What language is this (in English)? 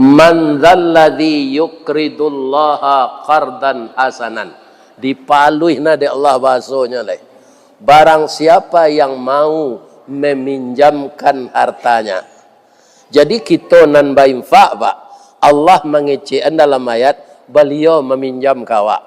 Minangkabau